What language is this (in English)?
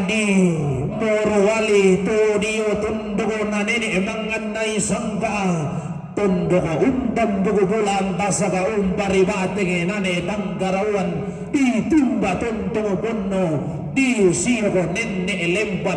Toraja-Sa'dan